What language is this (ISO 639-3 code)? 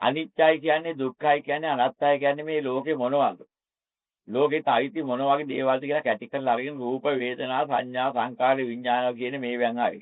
sin